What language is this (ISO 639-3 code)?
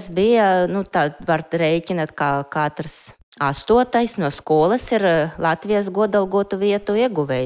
lav